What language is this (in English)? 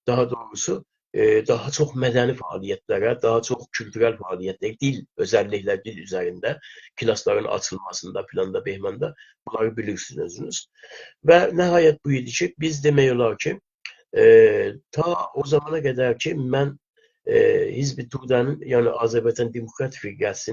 South Azerbaijani